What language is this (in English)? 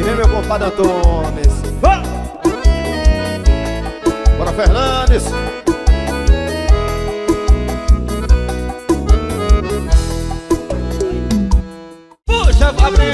Portuguese